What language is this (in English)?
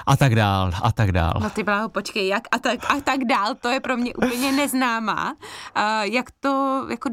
Czech